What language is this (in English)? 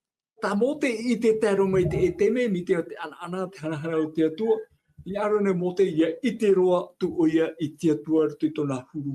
Tahitian